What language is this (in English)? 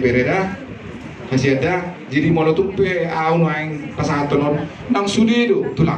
Batak Toba